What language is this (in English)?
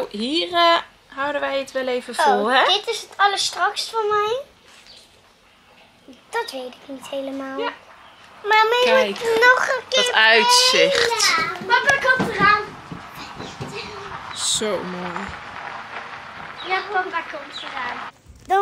Dutch